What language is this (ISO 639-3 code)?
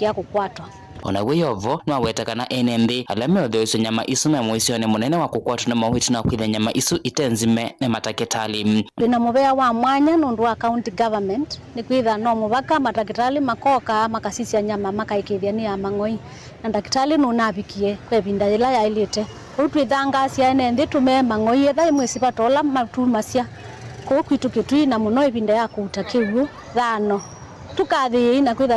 kam